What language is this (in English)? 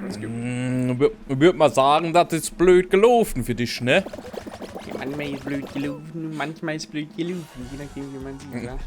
Bavarian